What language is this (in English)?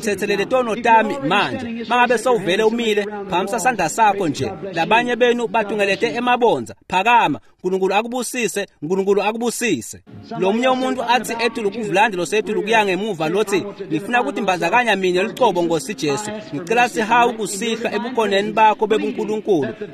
Swati